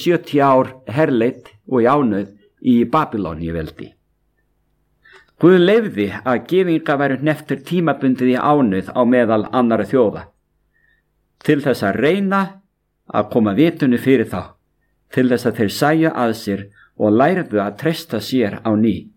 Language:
Icelandic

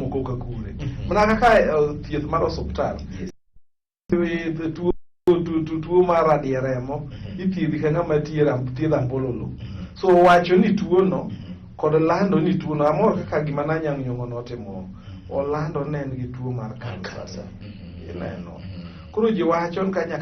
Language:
Luo (Kenya and Tanzania)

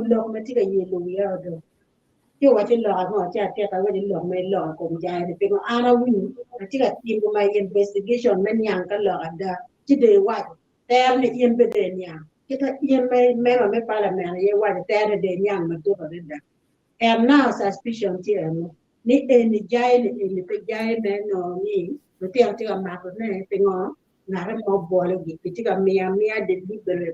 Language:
Acoli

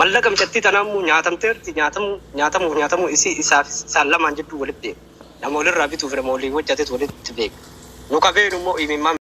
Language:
Oromo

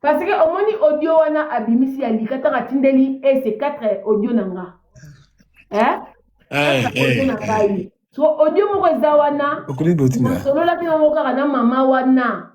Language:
Lingala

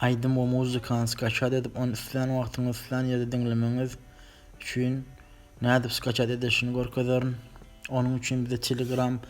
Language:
Turkmen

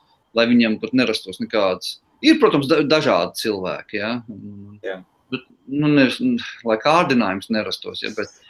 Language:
Latvian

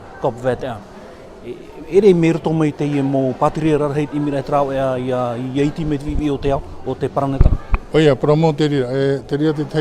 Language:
Tahitian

